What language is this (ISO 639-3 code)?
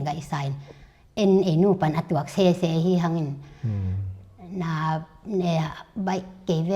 ctd